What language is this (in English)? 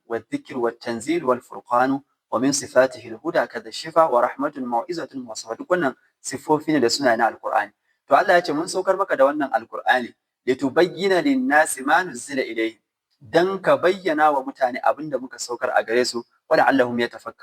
Hausa